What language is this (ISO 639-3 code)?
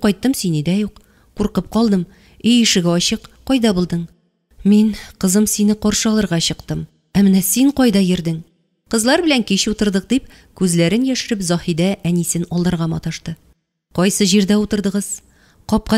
tat